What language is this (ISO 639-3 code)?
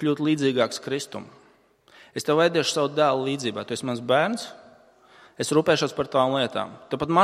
lav